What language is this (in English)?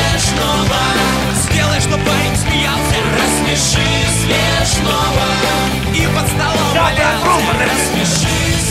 Russian